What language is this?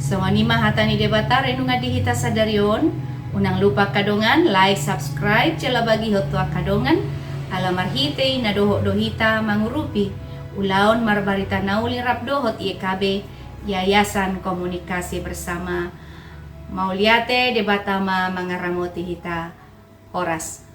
Batak Toba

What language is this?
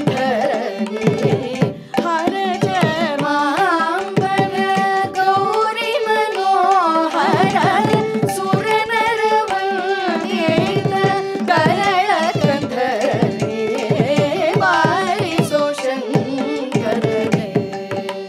Kannada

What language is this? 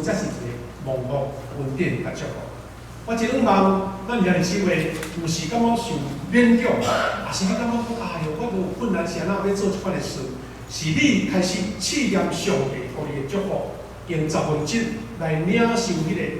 Min Nan Chinese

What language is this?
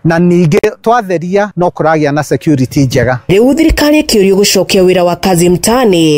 Kikuyu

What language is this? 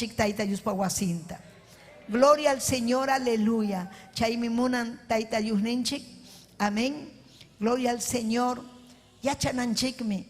Ayacucho Quechua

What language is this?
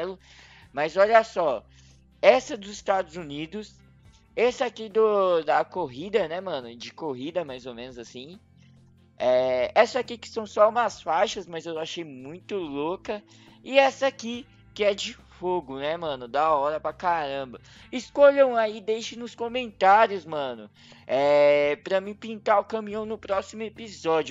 Portuguese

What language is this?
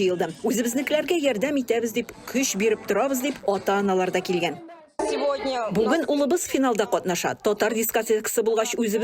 Tatar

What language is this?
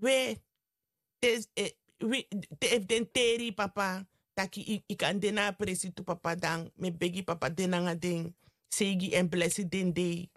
Sranan Tongo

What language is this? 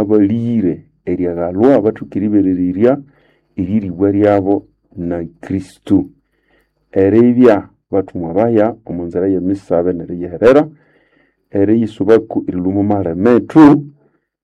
Nande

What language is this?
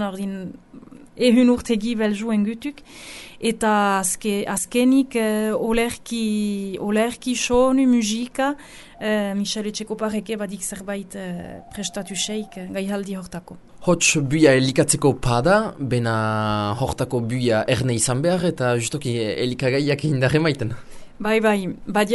Basque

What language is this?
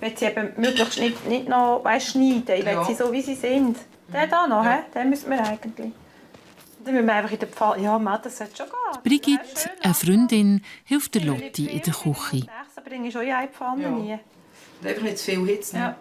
Swiss German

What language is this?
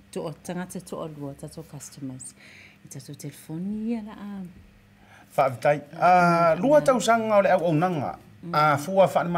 Samoan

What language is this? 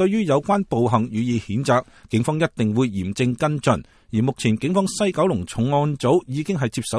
Cantonese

